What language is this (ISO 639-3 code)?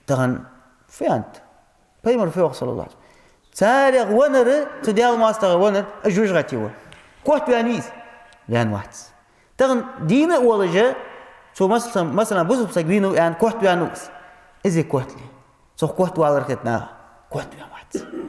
inh